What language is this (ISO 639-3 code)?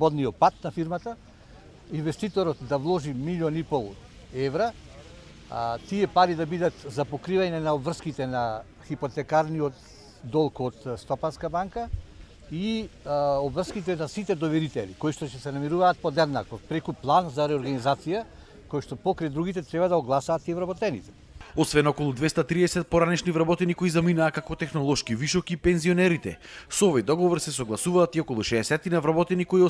mkd